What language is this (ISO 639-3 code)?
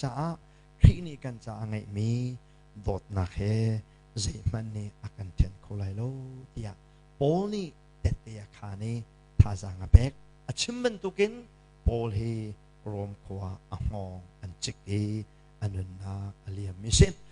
cnh